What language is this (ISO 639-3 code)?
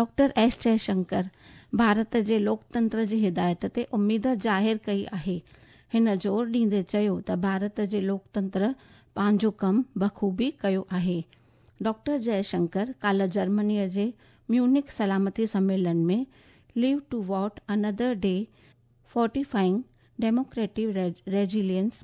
snd